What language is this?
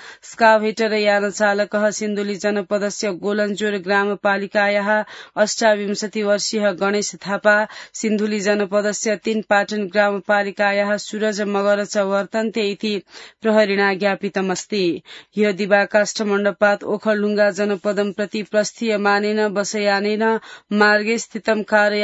Sanskrit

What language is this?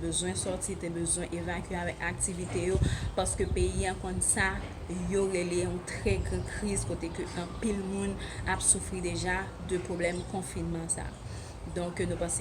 Haitian Creole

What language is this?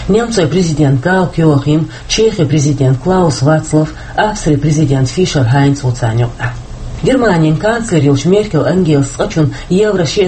Chechen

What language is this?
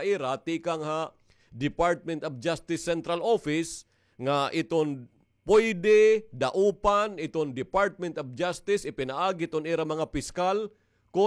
Waray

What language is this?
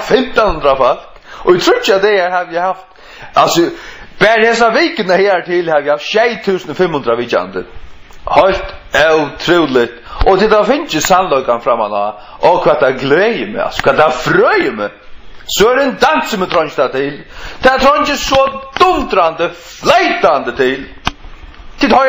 Faroese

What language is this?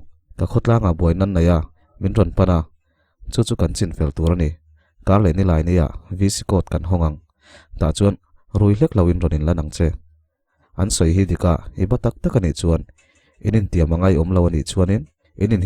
Mizo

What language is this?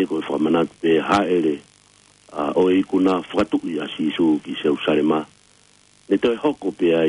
Tongan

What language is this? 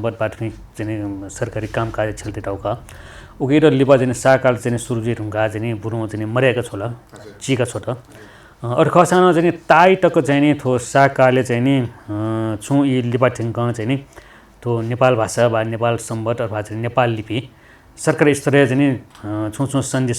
Newari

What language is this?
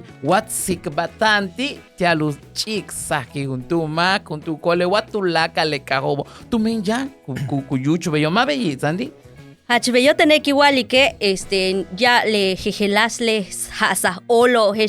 Yucateco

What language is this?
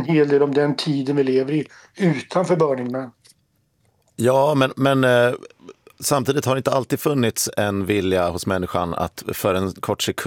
Swedish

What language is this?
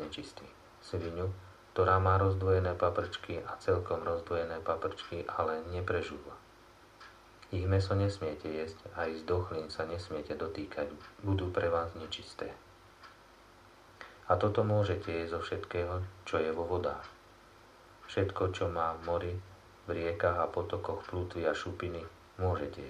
Slovak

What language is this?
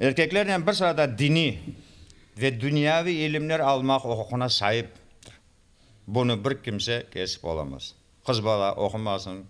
Crimean Tatar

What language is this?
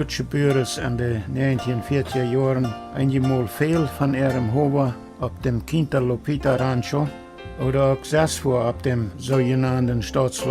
Plautdietsch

